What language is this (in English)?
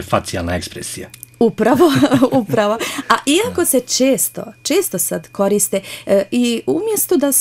Croatian